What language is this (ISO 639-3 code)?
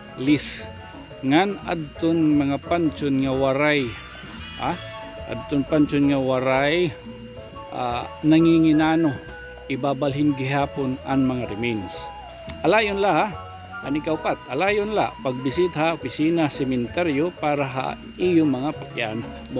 war